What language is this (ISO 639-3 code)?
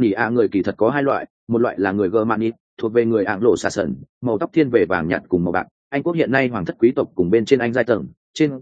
vie